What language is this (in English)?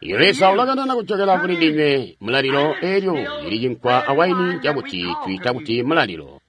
Tonga (Zambia)